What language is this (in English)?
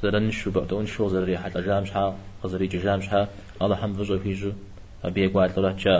Kabardian